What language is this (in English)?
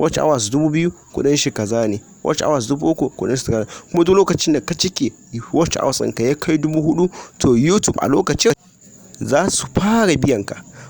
Hausa